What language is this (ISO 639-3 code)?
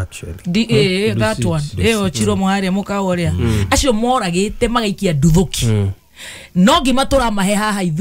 kik